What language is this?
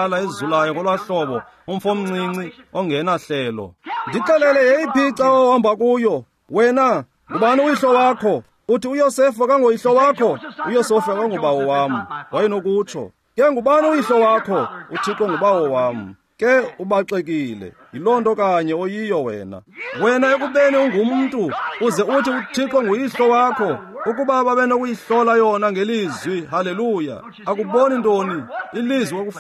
Xhosa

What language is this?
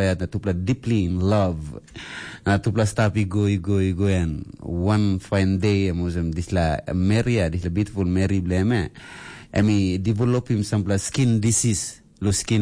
Tok Pisin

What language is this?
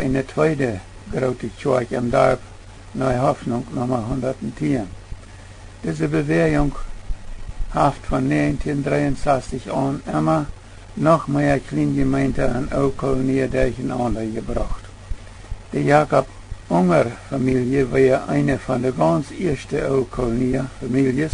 Plautdietsch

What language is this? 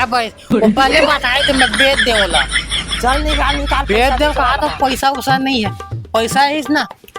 Chhattisgarhi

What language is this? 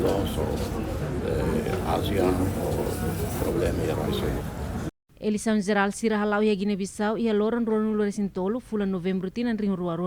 Tetum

